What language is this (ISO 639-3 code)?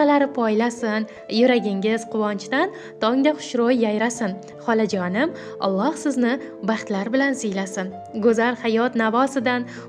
uzb